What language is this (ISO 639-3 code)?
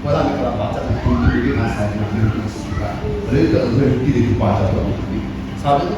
nri